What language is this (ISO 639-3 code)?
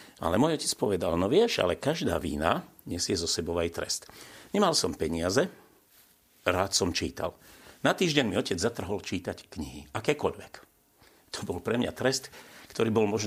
slk